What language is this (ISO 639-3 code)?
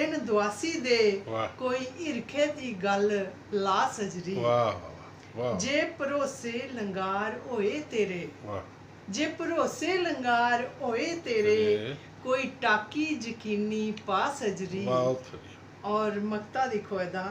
doi